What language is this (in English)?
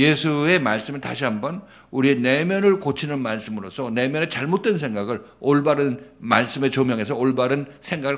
Korean